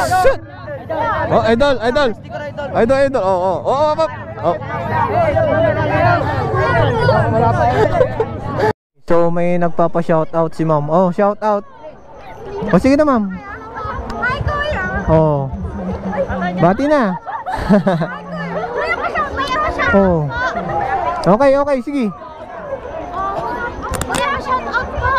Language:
Filipino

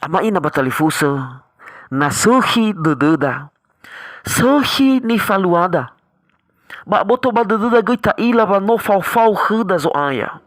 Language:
Nias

